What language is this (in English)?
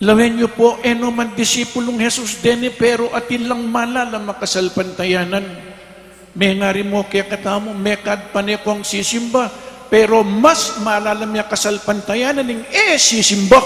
Pampanga